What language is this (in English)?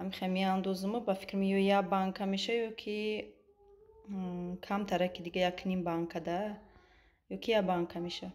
Tajik